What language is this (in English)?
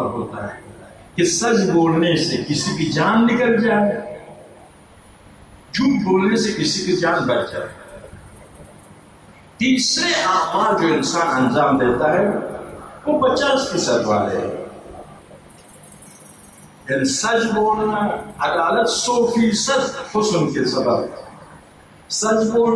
Urdu